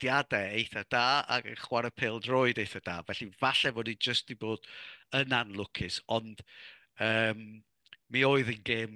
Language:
Welsh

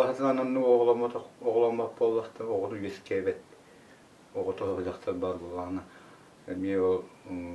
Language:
Yakut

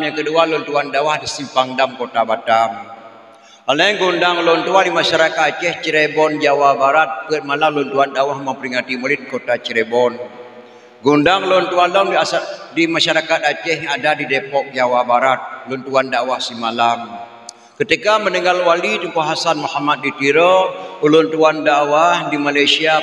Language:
Achinese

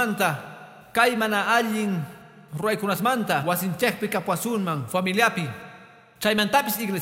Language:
Quechua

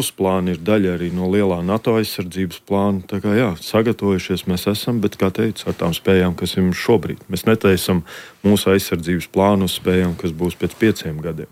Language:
Latvian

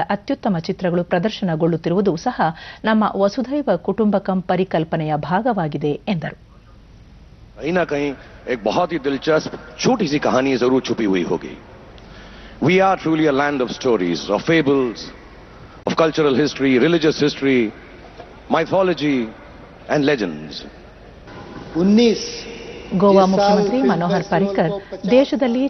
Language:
Kannada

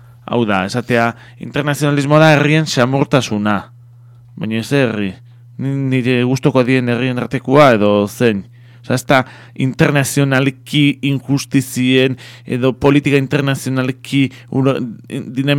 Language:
Basque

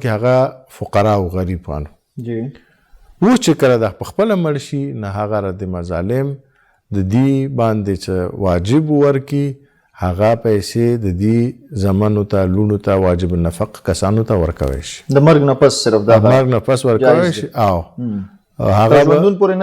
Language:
Pashto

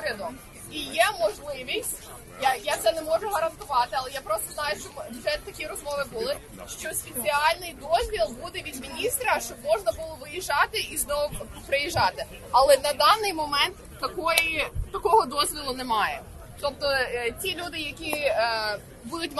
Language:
Ukrainian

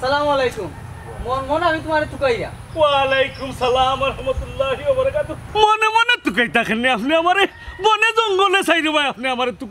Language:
Sylheti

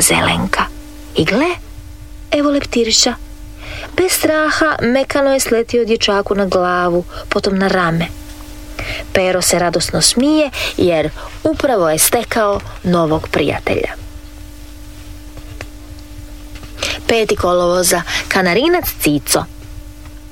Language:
Croatian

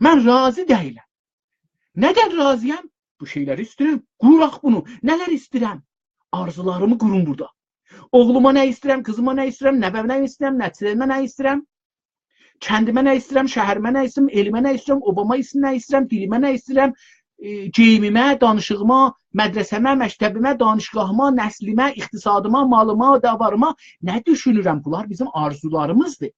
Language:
South Azerbaijani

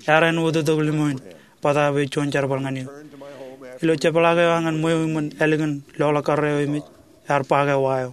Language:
Marshallese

